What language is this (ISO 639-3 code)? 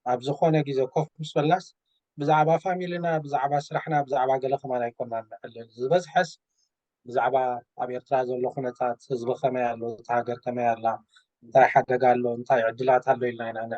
tir